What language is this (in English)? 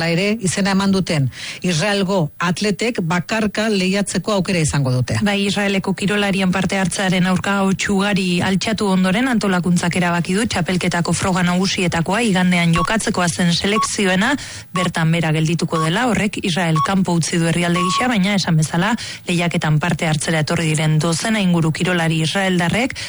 Basque